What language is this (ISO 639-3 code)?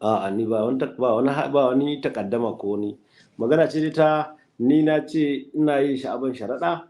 hau